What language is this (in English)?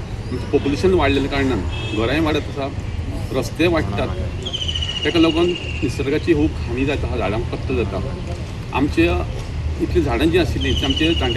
Konkani